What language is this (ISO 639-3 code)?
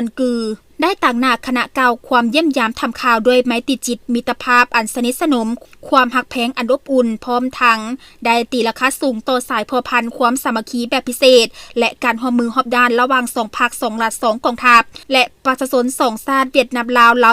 lao